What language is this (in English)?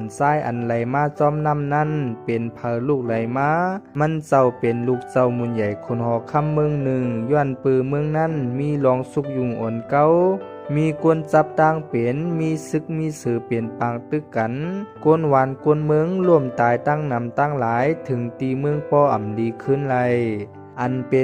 Shan